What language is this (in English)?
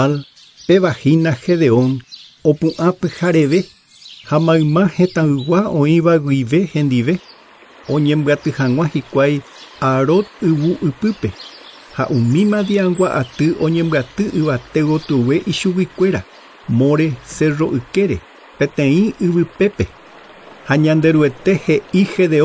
Guarani